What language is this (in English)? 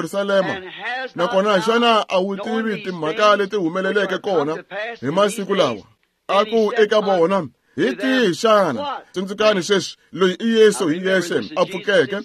Tsonga